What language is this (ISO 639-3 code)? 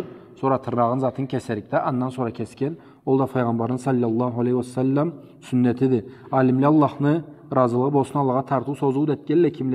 krc